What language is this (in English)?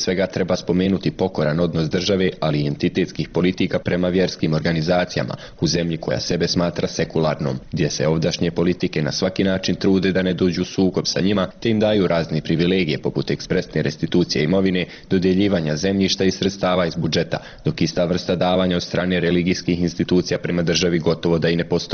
Bosnian